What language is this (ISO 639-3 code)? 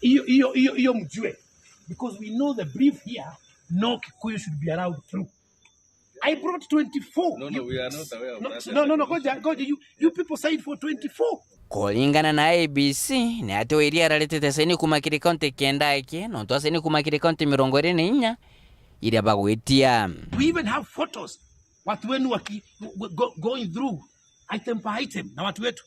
mer